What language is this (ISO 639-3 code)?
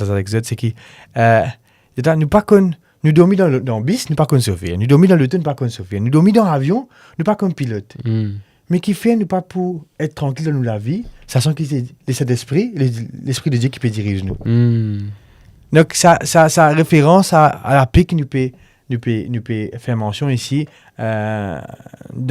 mfe